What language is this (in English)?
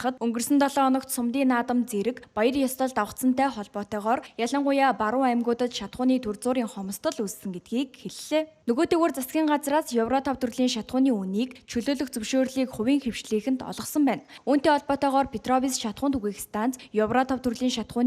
Mongolian